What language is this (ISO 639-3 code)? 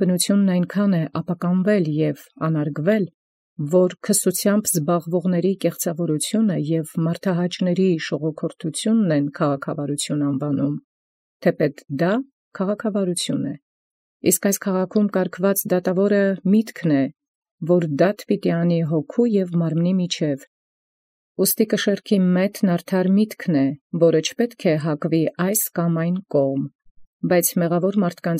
hye